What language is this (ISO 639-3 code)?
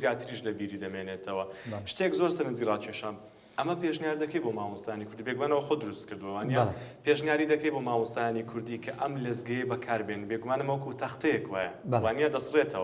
ckb